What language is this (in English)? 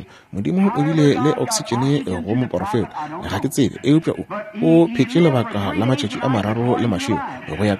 Northern Sotho